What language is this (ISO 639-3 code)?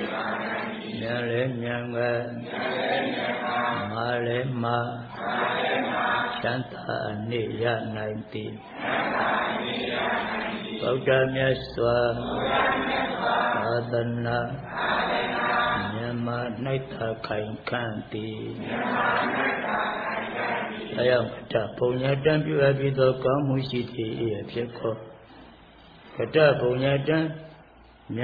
mya